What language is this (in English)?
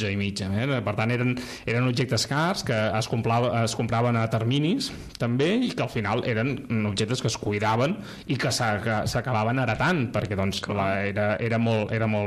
Catalan